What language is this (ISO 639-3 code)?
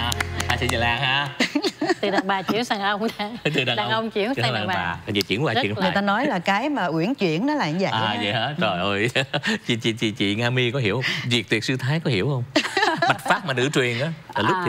vie